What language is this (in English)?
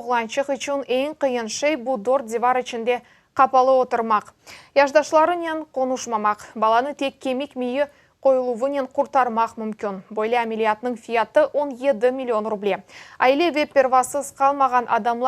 Crimean Tatar